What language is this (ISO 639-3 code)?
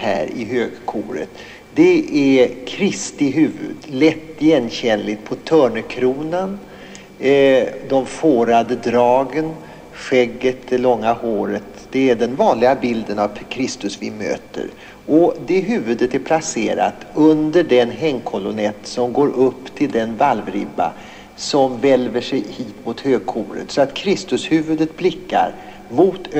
swe